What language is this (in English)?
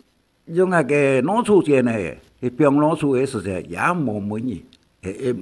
Hakka Chinese